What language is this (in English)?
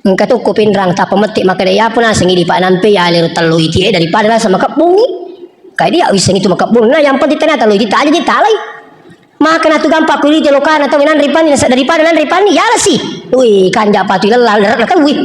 Buginese